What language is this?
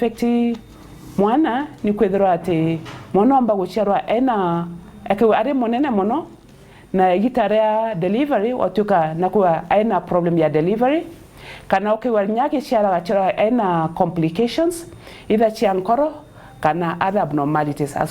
Meru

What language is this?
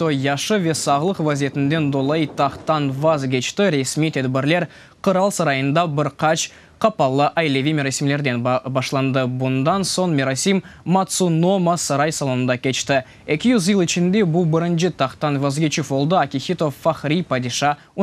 Crimean Tatar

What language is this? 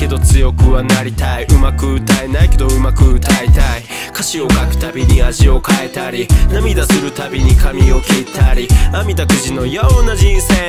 Japanese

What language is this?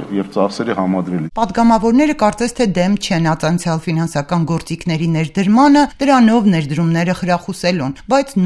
Armenian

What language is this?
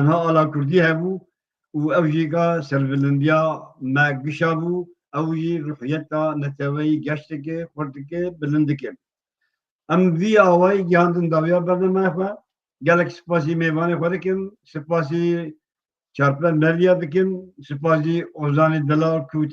Kurdish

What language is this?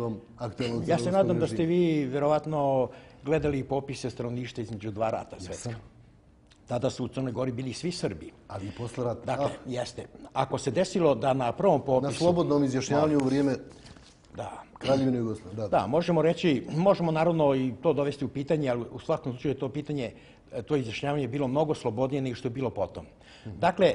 Serbian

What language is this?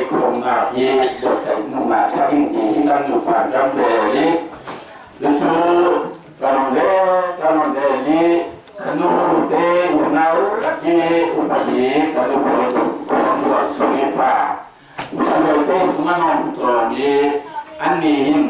Falam Chin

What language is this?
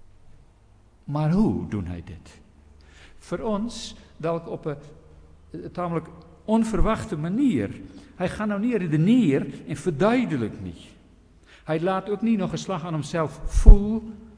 Afrikaans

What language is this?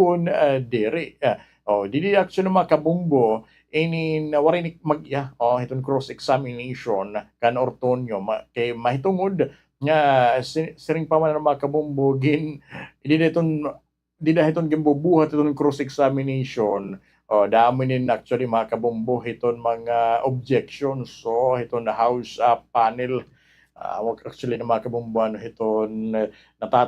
Waray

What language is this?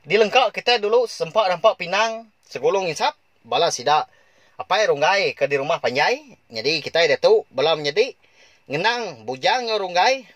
Iban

